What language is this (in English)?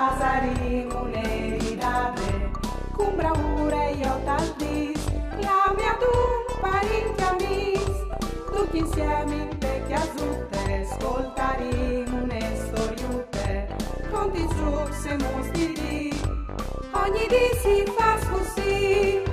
Friulian